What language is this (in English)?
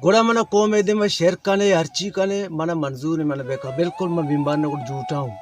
Baluchi